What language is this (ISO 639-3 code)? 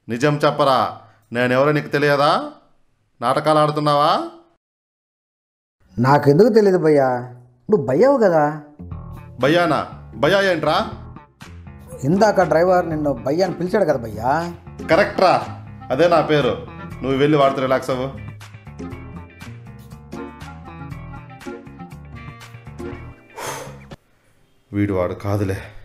tel